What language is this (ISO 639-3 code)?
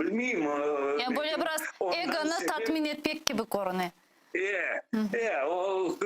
crh